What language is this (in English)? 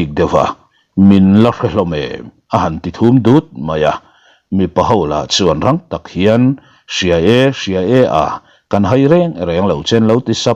Mizo